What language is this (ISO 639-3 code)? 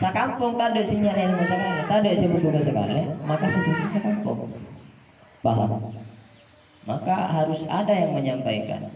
mad